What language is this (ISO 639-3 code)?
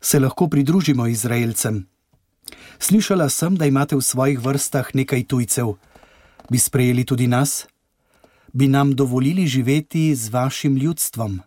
slv